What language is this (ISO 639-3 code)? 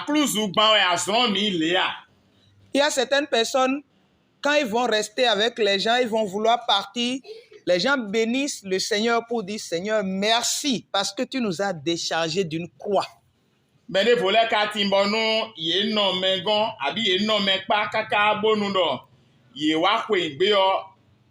fon